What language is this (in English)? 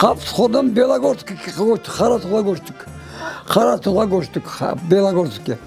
Crimean Tatar